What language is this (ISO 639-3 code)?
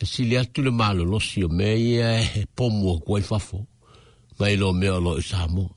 smo